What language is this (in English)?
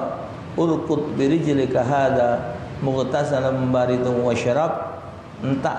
Musi